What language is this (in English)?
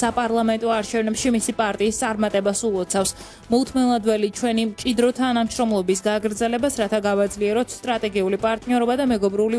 Georgian